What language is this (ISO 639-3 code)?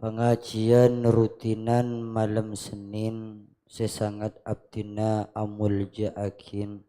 mad